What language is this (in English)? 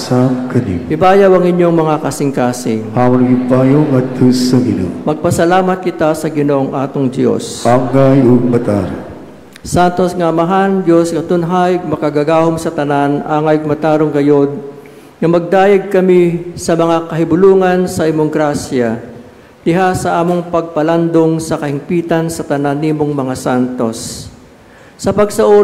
Cebuano